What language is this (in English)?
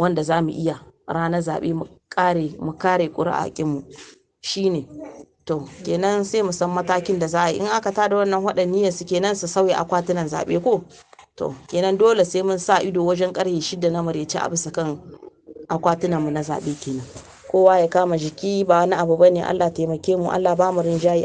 Hausa